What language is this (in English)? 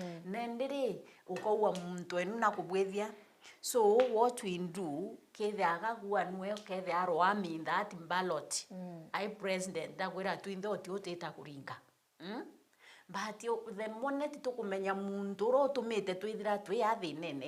Meru